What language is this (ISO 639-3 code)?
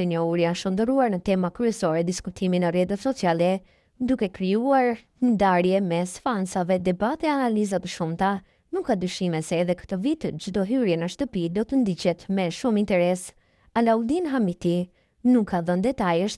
sqi